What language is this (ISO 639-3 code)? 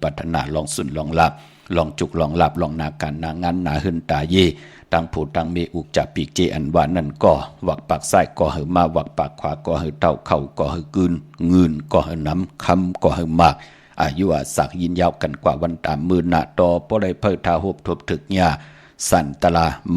shn